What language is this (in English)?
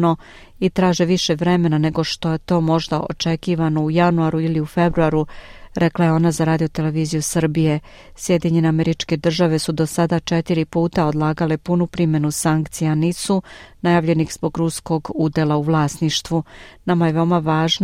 Croatian